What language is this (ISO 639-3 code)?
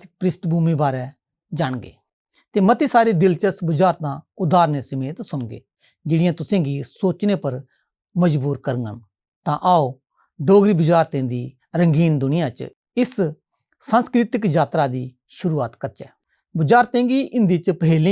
doi